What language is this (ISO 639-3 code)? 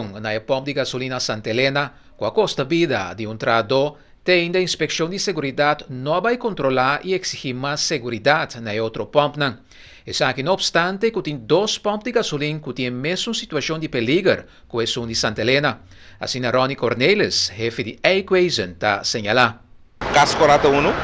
pap